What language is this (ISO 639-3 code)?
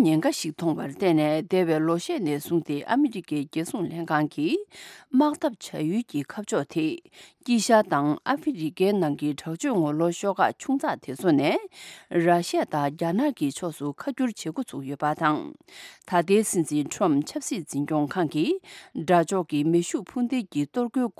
bod